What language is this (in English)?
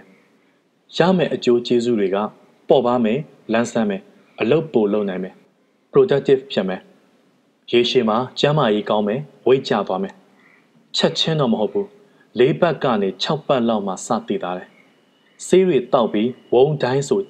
Burmese